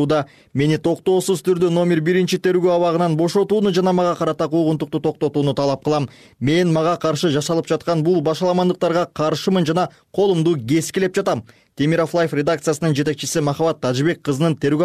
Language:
Kyrgyz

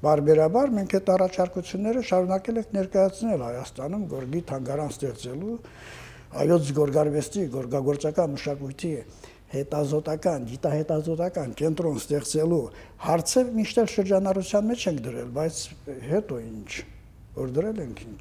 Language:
Armenian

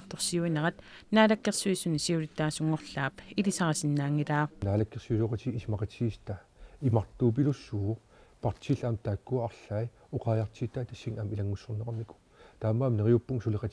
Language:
Kalaallisut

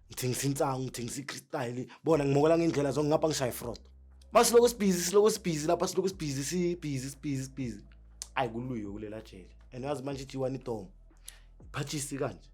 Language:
Zulu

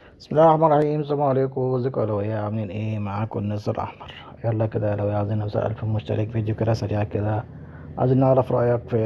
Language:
Egyptian Arabic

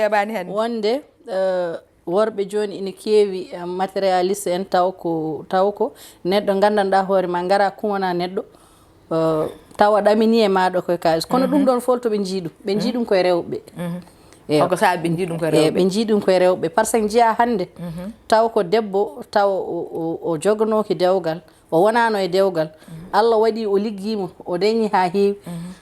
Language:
Fula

